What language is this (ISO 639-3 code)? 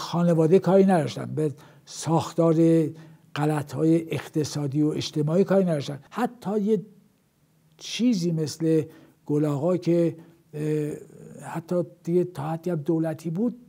fas